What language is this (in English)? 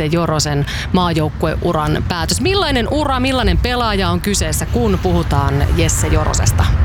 Finnish